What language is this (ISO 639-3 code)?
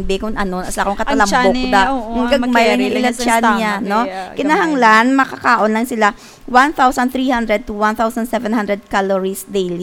hil